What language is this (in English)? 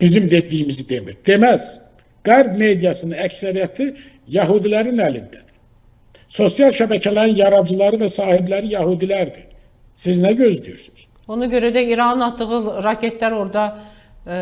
Azerbaijani